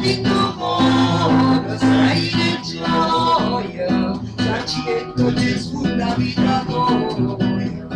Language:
Neapolitan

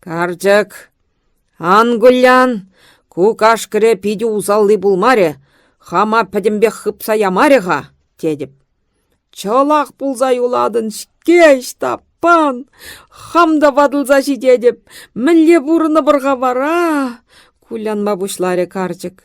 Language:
Chuvash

